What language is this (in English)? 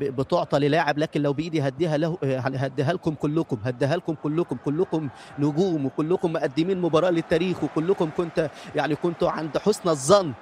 North Levantine Arabic